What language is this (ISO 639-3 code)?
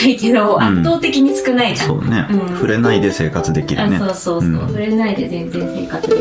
jpn